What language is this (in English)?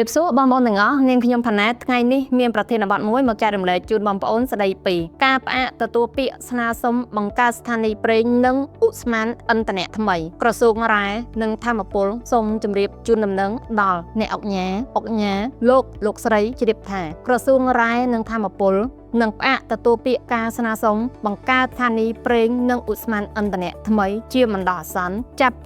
Khmer